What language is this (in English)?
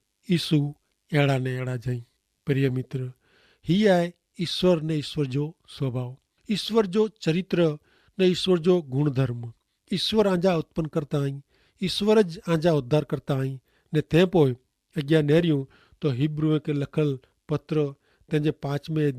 Kachhi